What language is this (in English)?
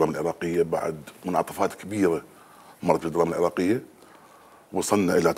Mesopotamian Arabic